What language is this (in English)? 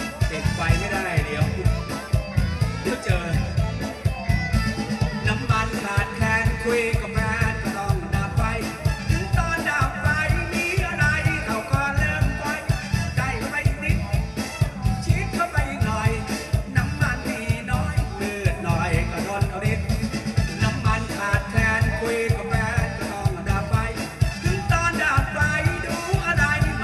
Thai